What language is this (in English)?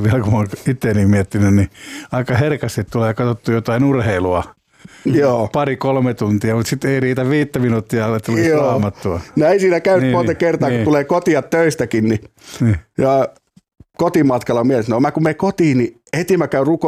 Finnish